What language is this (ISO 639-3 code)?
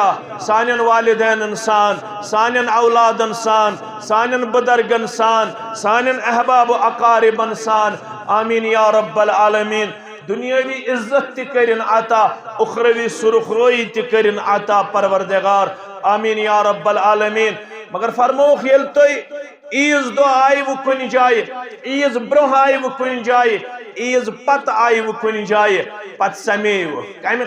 kas